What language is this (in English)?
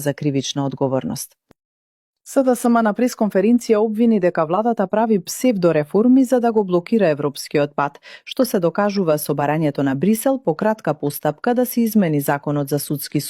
Macedonian